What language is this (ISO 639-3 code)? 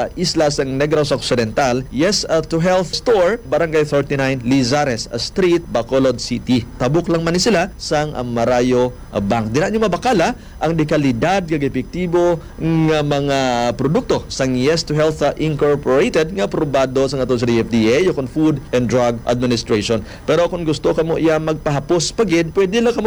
hil